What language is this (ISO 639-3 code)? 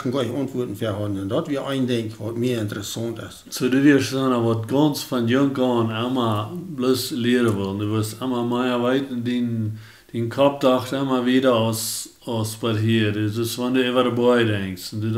pdt